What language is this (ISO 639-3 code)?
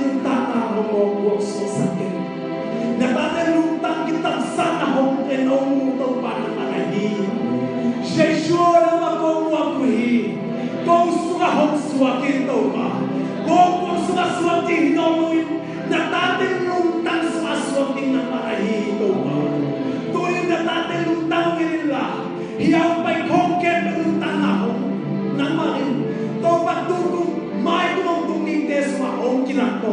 ctd